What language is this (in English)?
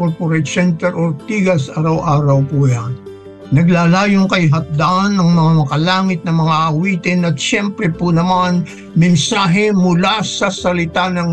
Filipino